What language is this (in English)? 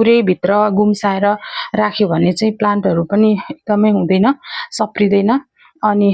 Nepali